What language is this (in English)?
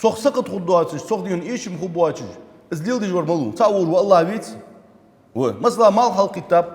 Ingush